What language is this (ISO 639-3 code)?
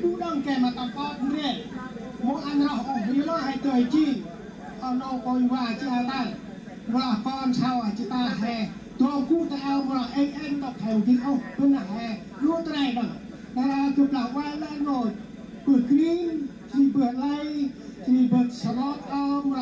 cmo